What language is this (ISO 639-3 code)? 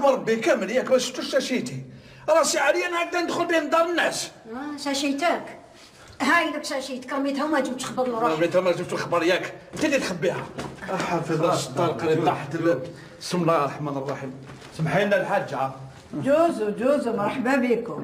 arq